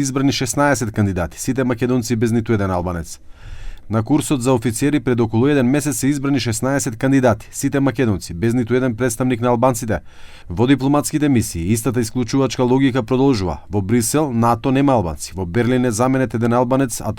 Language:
Macedonian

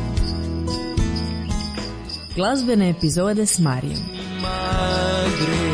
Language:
Croatian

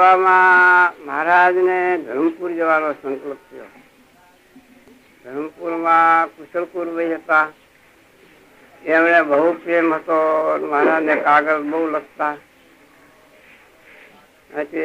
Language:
Gujarati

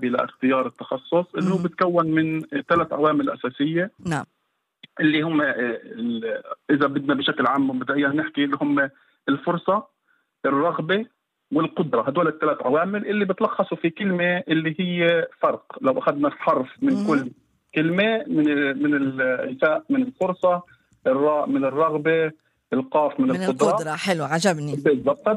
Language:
North Levantine Arabic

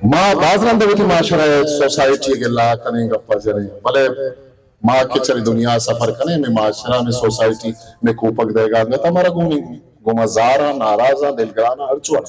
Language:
Baluchi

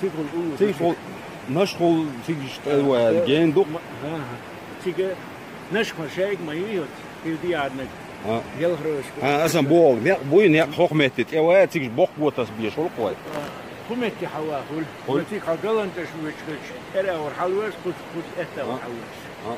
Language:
Chechen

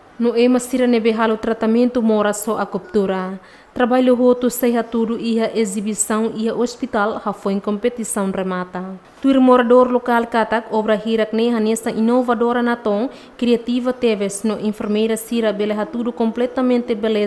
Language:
Tetum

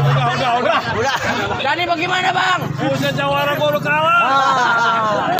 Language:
Betawi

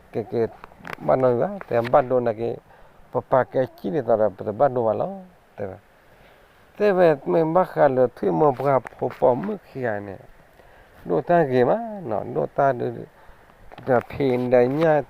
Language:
S'gaw Karen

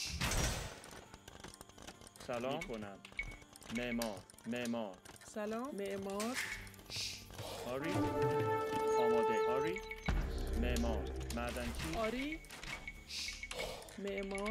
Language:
Persian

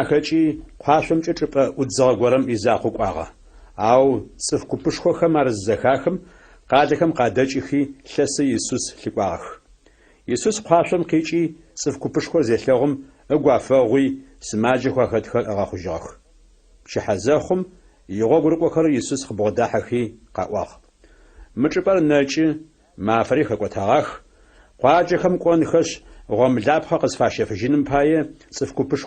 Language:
Adyghe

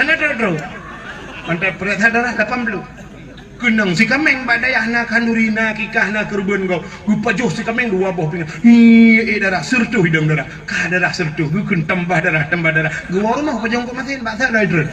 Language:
Achinese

